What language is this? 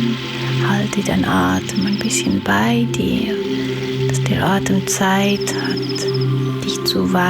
Swiss German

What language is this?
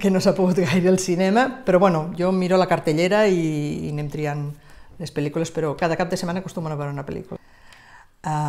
Catalan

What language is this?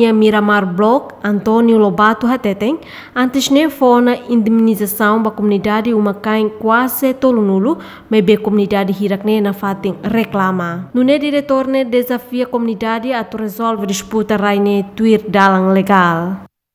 Tetum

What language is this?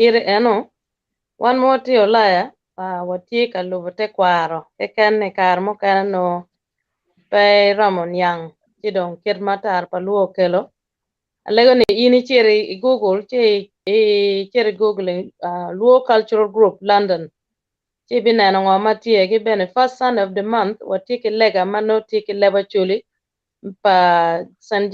Acoli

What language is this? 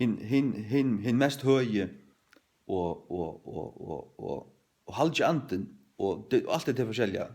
Faroese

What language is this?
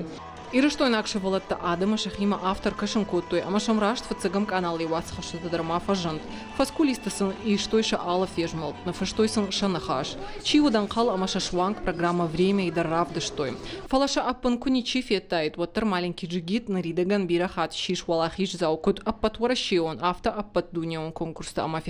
Ossetic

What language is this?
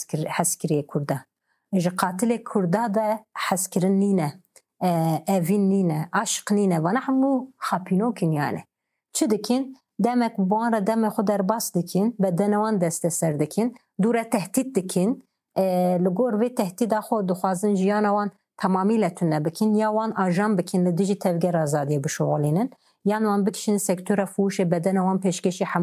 Kurdish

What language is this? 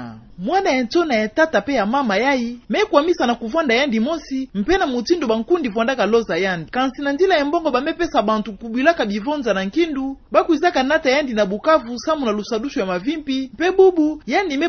Kituba (Democratic Republic of Congo)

